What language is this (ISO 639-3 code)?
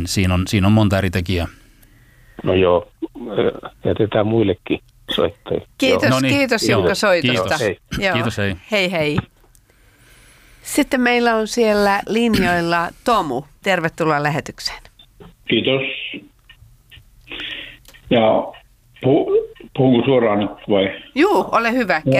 fin